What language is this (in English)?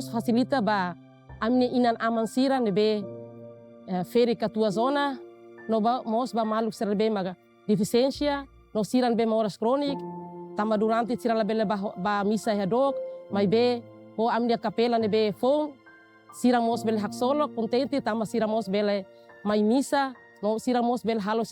Tetum